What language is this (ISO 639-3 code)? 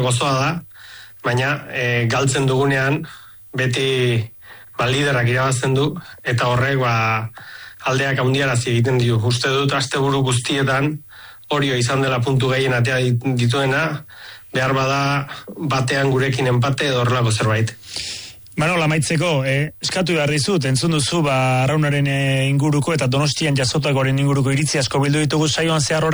eus